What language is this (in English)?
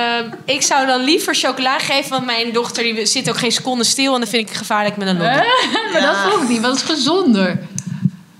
Dutch